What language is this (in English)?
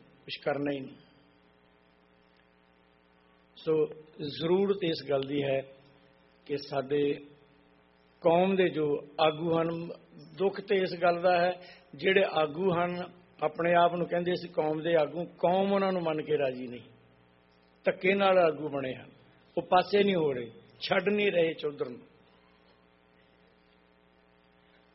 Punjabi